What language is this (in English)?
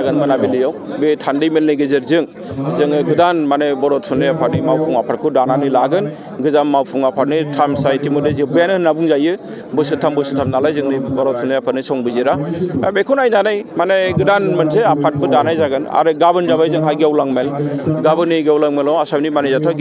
Bodo